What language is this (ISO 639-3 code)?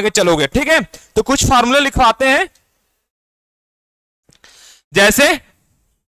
hin